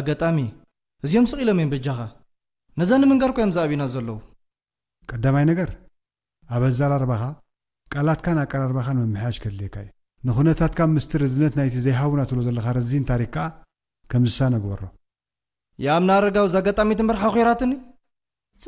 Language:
Tigrinya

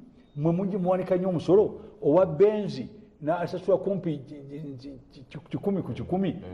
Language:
Ganda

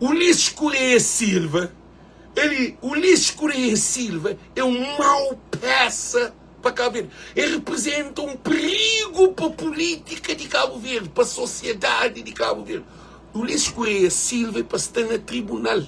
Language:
Kabuverdianu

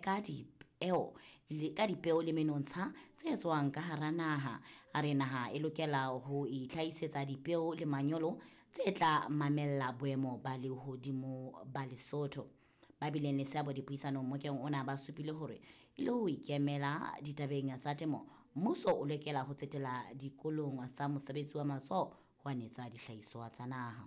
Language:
Southern Sotho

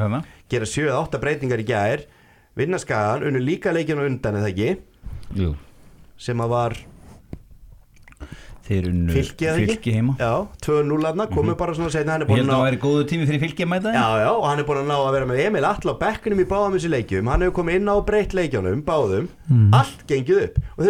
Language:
Icelandic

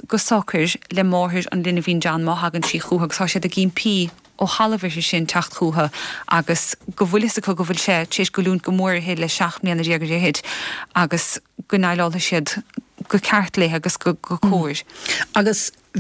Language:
Irish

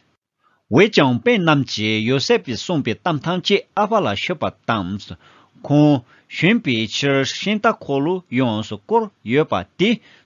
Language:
Tibetan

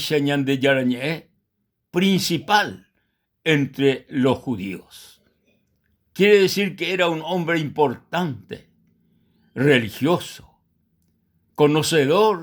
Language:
Guarani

